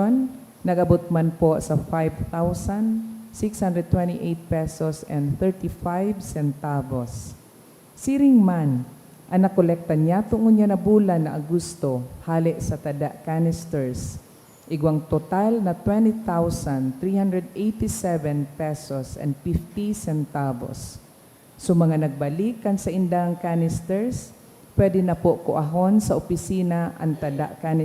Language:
Bikol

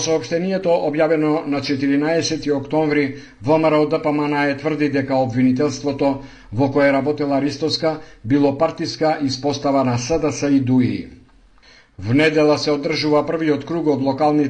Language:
Macedonian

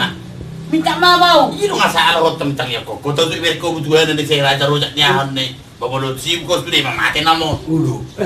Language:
Batak Toba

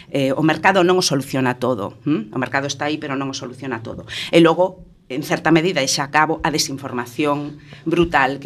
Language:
Galician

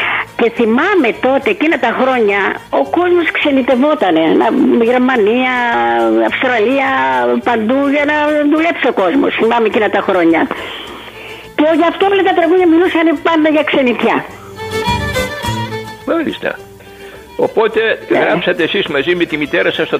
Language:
Greek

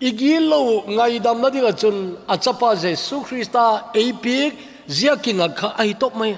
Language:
Thado Chin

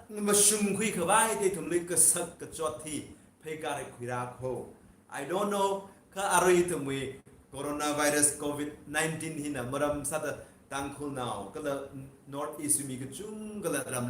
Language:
Tangkhul Naga (India)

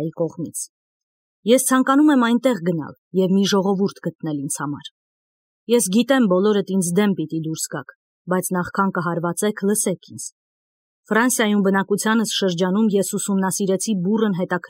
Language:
Armenian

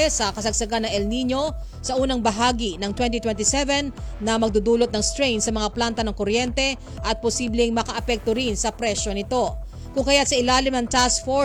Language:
Filipino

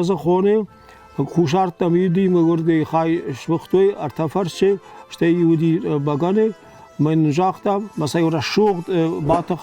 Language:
Ossetic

